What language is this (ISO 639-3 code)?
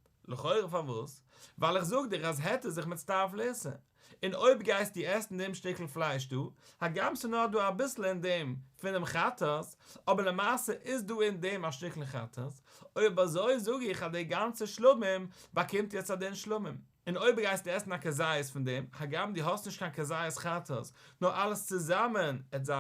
yid